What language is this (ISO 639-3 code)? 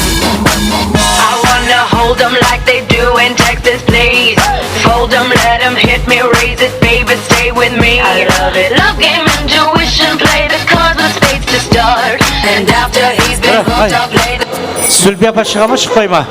kaa